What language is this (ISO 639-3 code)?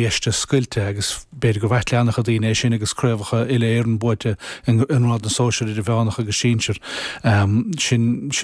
gle